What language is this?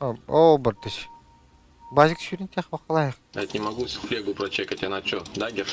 Yakut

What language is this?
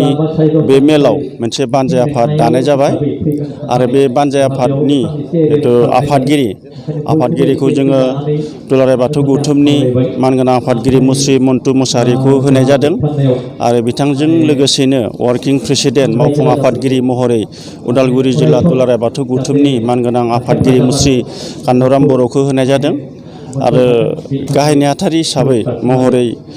Bodo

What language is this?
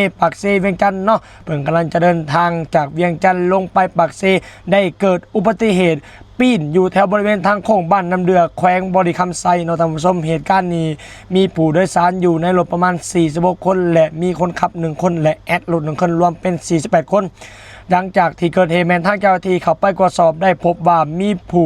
Lao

